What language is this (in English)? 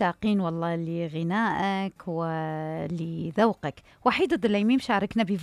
Mesopotamian Arabic